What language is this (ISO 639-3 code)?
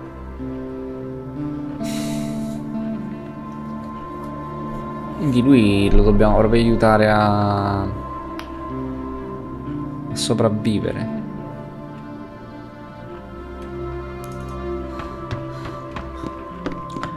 ita